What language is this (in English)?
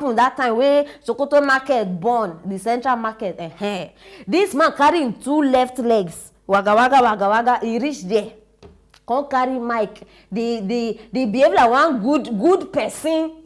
Nigerian Pidgin